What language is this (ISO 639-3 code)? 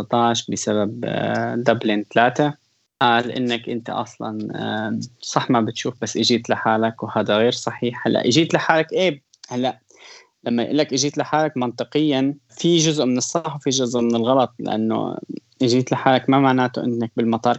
apc